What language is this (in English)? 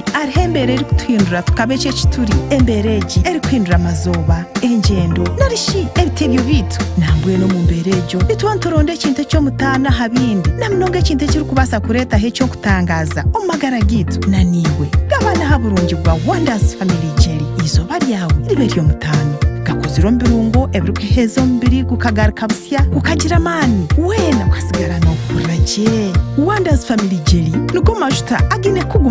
Nyankole